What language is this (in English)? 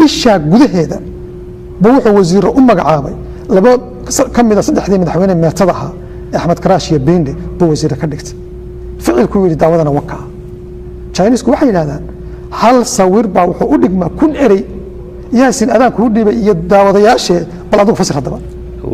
Somali